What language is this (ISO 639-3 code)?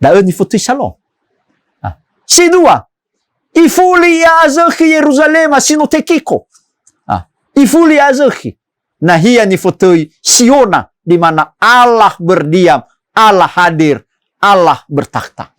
nia